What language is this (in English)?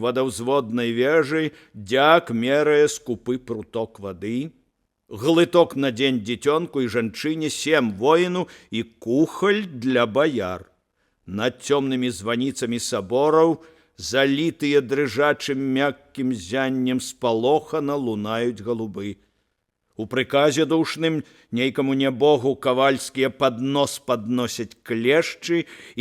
Belarusian